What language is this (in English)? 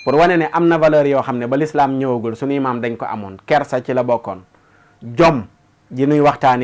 Wolof